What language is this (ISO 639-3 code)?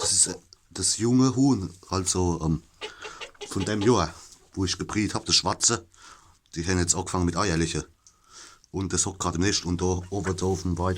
pfl